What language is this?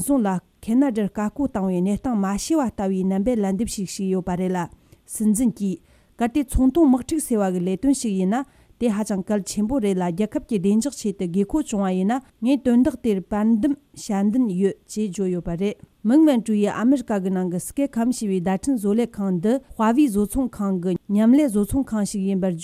Tibetan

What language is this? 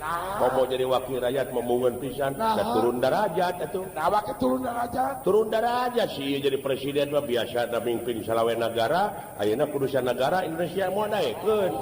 Sundanese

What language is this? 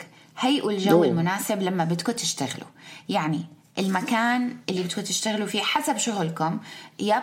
North Levantine Arabic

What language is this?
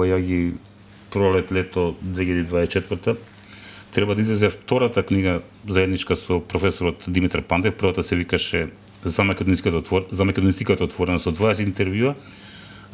Macedonian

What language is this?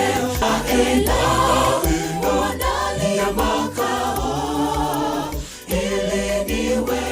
Gusii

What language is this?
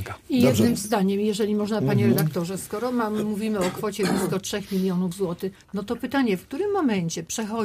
Polish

